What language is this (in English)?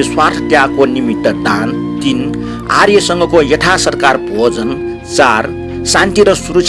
Newari